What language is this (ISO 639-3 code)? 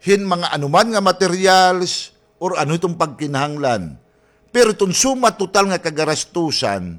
war